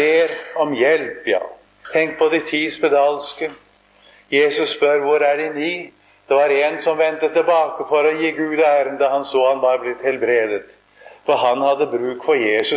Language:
Norwegian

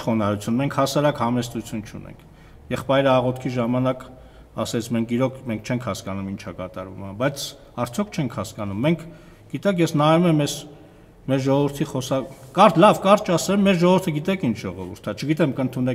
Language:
Armenian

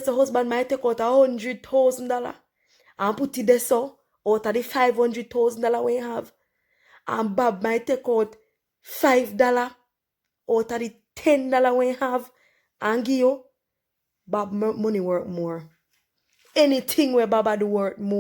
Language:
Jamaican Creole English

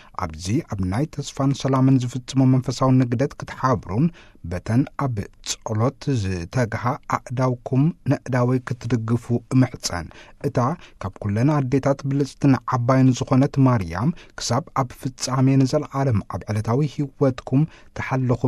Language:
Tigrinya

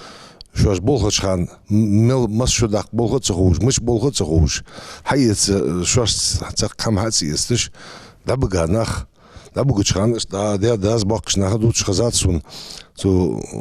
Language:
Ingush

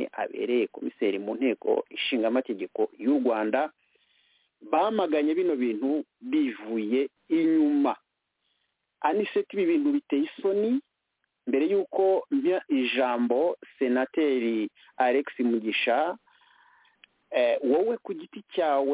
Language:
Kinyarwanda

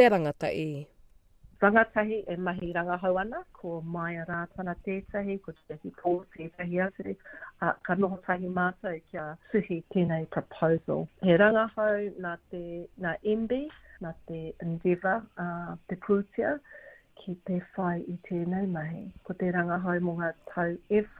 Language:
Māori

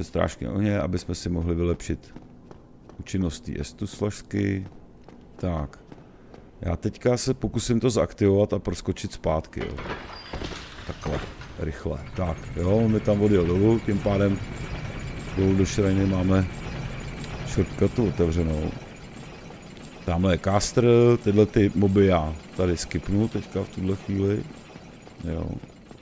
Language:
Czech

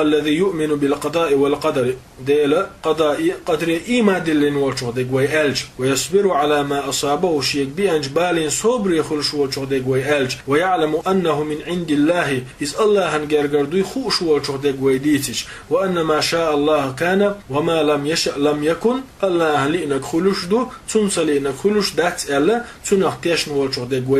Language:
Chechen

